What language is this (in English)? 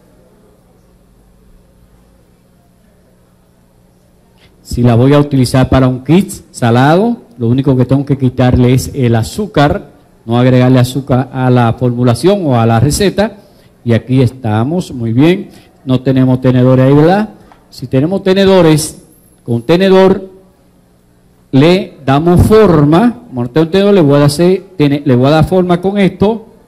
Spanish